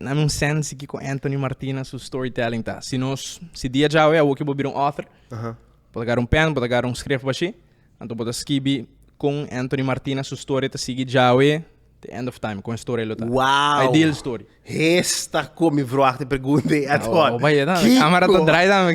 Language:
Papiamento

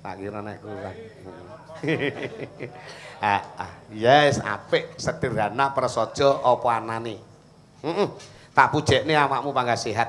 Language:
Javanese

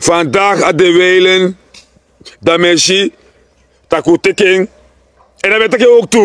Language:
Sranan Tongo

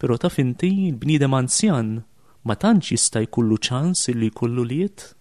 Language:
Maltese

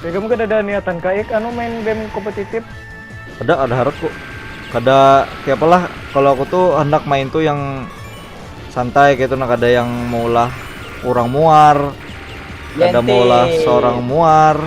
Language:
Banjar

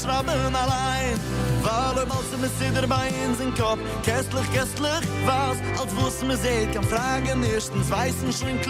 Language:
Yiddish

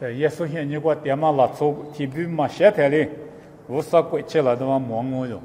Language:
Lisu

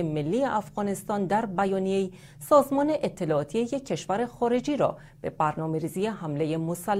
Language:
Persian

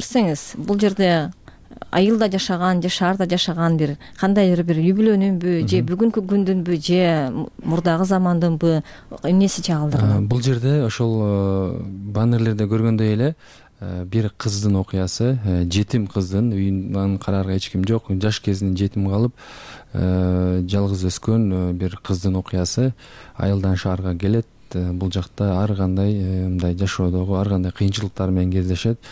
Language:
Kyrgyz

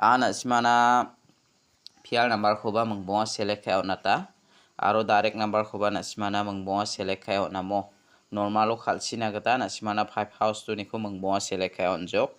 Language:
Garo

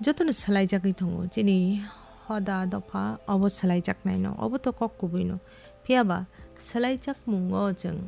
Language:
Kok Borok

